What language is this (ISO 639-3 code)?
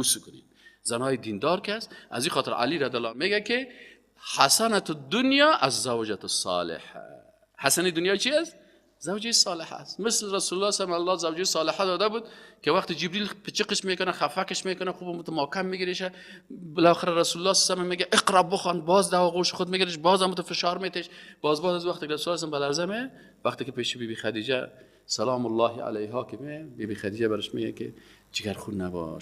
fas